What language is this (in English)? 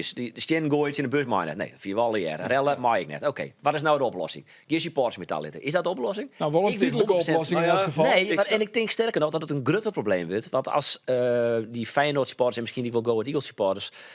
Western Frisian